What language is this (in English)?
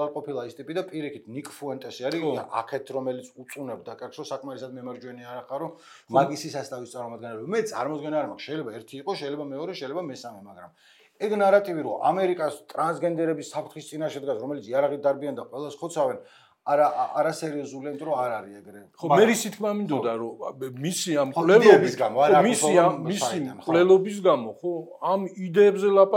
Georgian